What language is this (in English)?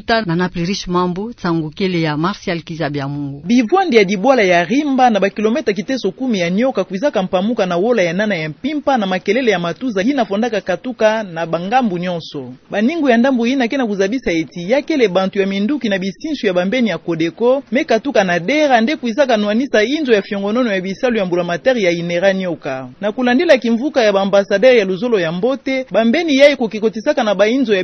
Kituba (Democratic Republic of Congo)